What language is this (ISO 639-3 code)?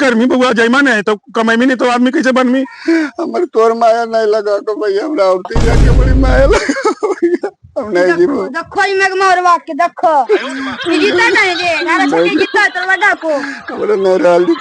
mag